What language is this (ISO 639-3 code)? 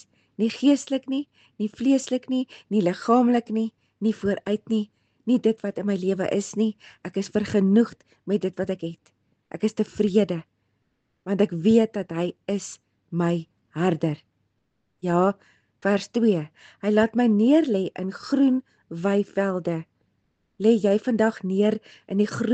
afr